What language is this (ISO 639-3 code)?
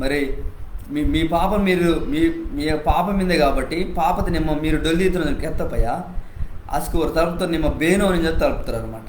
kff